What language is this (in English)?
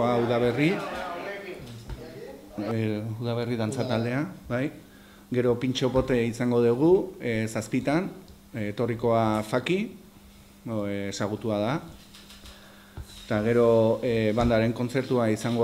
Basque